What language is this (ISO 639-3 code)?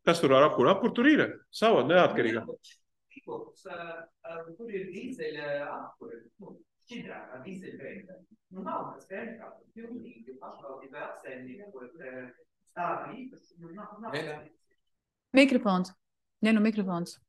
lav